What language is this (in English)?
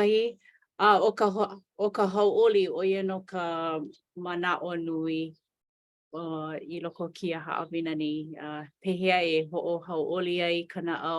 Hawaiian